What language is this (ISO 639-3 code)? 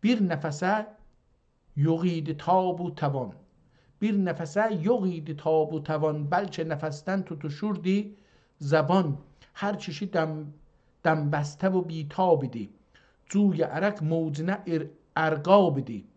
azb